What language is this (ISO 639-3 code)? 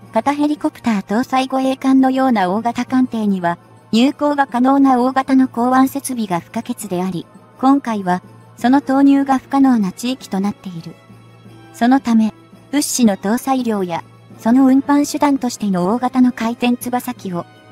jpn